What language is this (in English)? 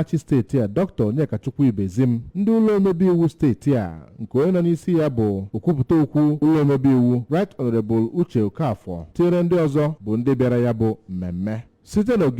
Igbo